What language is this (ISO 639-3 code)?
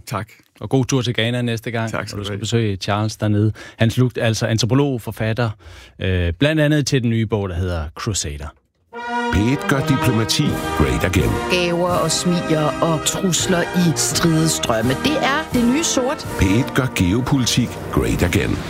dan